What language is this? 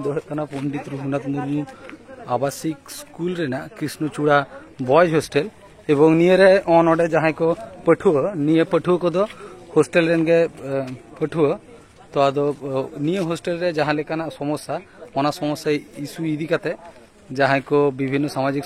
Santali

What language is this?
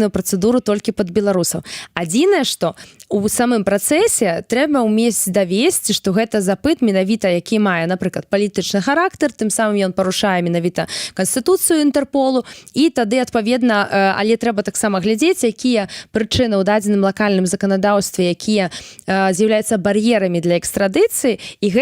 Belarusian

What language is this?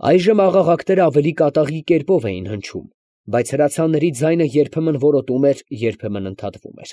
Armenian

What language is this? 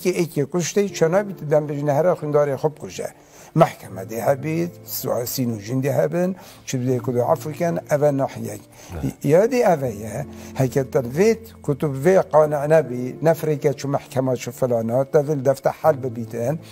Kurdish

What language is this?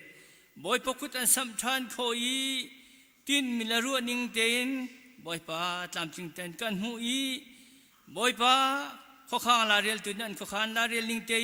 Hakha Chin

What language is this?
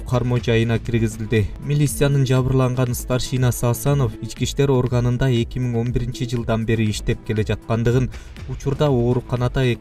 Kyrgyz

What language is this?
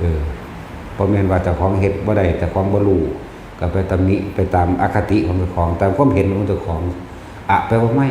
Northeastern Thai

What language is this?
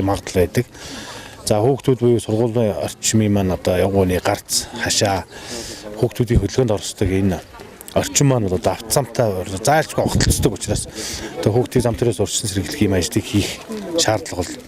Mongolian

